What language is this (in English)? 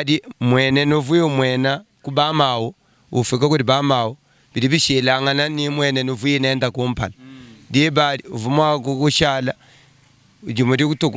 Luba-Lulua